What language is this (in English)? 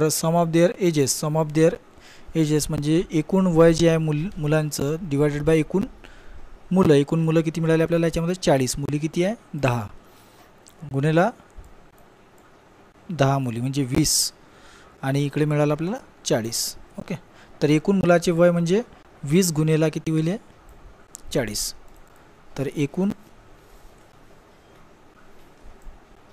Marathi